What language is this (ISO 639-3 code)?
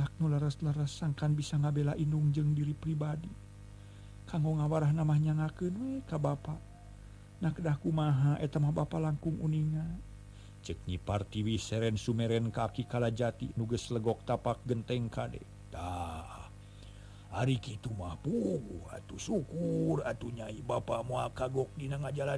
sun